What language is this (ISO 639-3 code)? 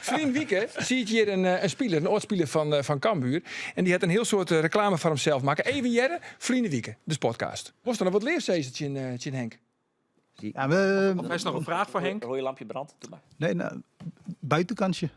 fry